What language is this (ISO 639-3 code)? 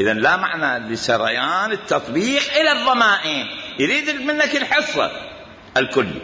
acm